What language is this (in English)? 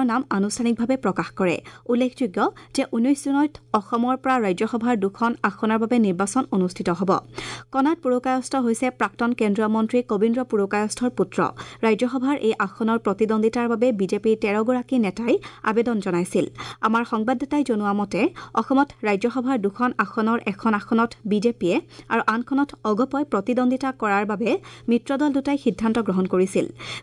Assamese